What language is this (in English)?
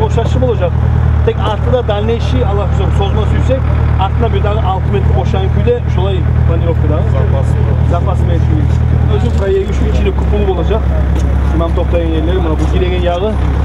Kumyk